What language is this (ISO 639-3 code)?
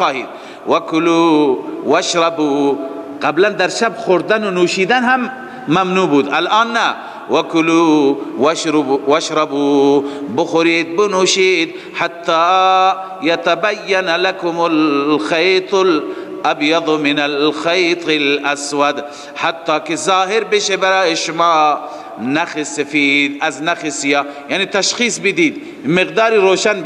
fas